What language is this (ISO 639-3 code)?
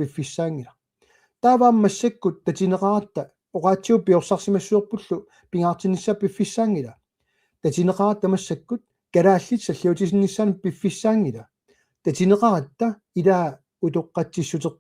kal